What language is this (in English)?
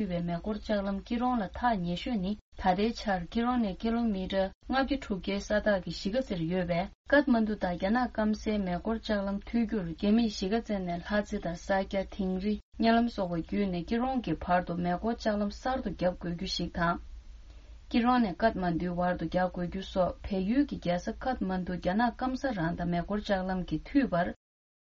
Tibetan